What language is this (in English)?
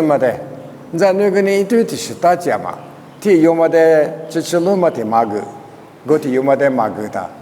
Lisu